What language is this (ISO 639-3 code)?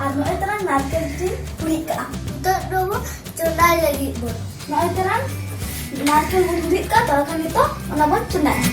sat